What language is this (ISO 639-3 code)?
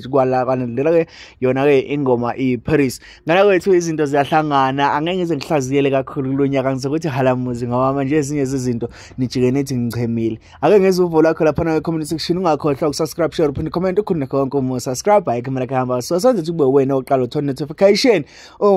zul